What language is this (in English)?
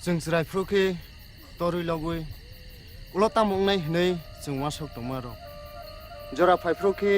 Kok Borok